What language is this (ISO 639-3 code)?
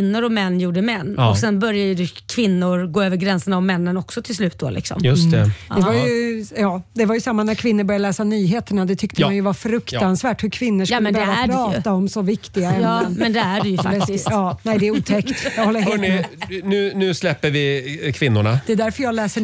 swe